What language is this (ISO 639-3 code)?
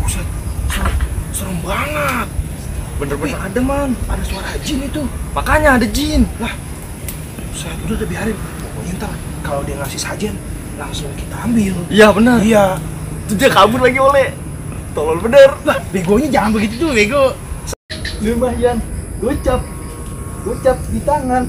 bew